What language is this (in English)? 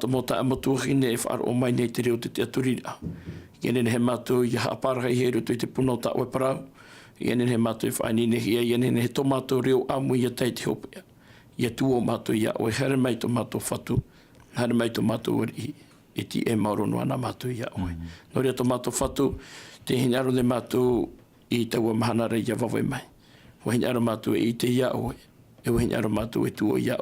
Tahitian